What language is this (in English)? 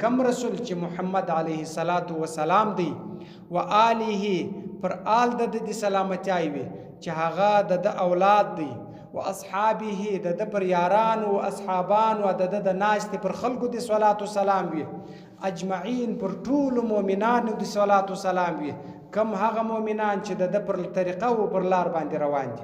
Pashto